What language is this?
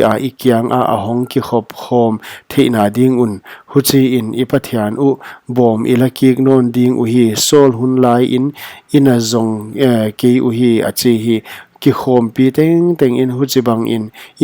Paite Chin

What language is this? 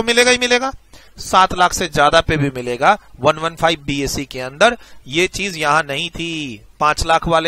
Hindi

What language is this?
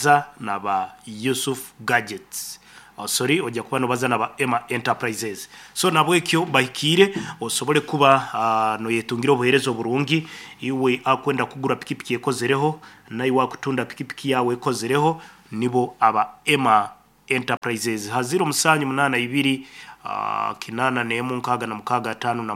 Nyankole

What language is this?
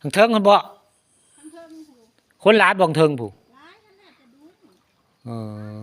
Northeastern Thai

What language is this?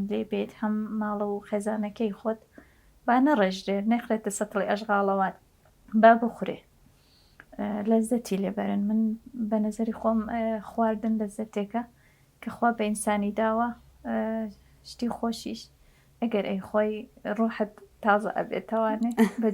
Central Kurdish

